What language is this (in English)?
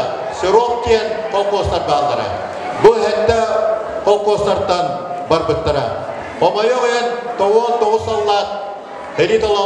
Yakut